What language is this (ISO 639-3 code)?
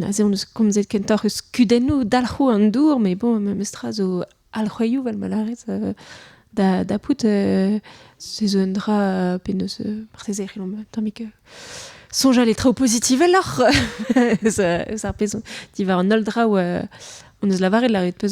bre